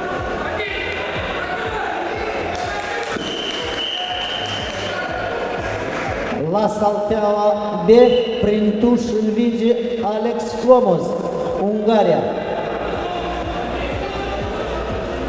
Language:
Romanian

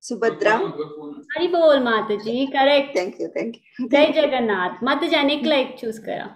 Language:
Konkani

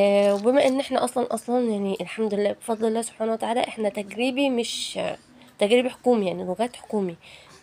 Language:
Egyptian Arabic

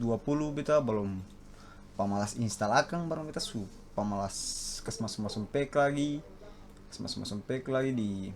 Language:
Ambonese Malay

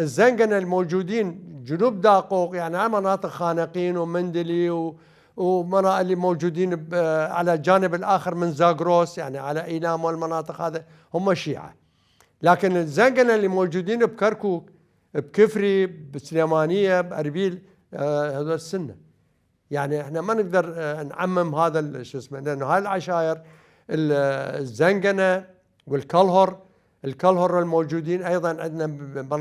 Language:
Mesopotamian Arabic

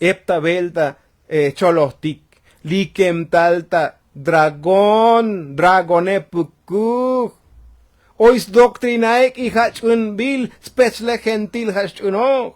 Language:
Tzotzil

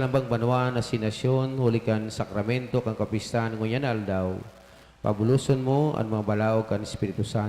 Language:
Bikol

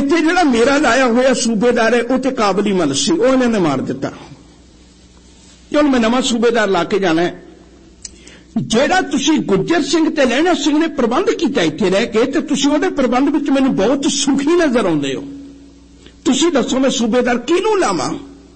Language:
Punjabi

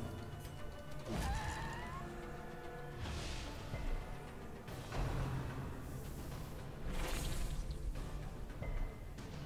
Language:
Czech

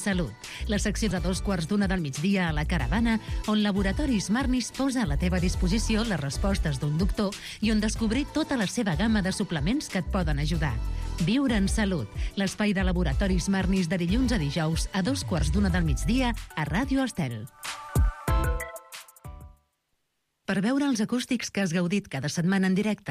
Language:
Catalan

